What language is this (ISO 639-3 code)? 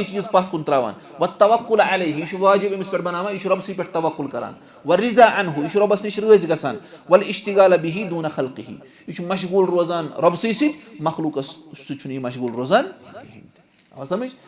kas